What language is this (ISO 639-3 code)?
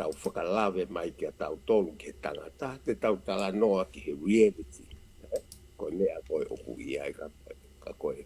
ton